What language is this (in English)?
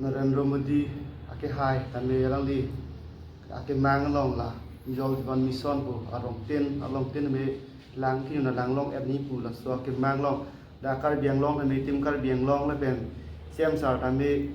Karbi